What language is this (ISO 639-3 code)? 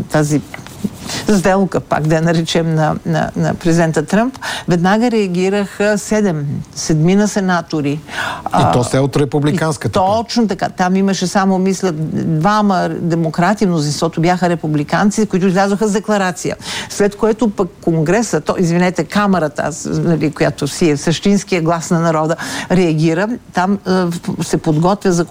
bul